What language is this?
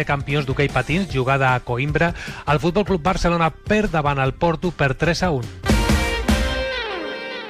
Catalan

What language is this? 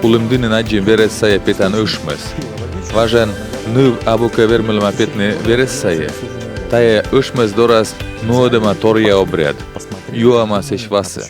Komi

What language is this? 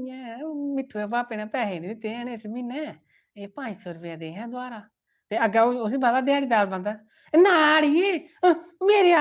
Dogri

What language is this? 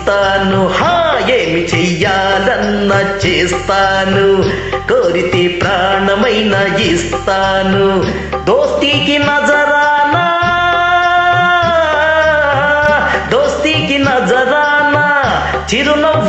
Telugu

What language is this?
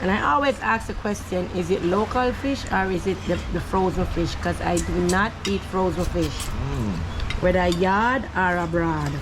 Jamaican Creole English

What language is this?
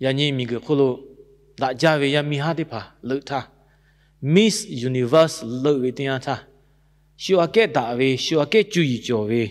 Lahu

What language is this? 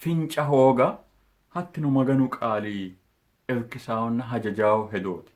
Sidamo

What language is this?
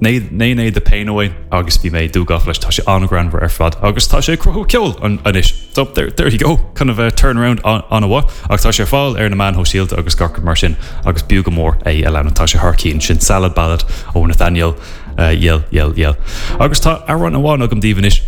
Irish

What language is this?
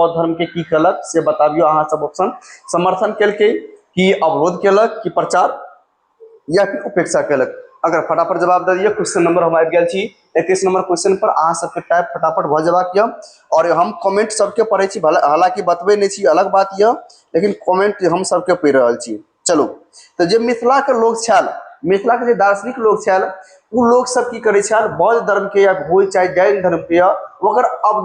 Maithili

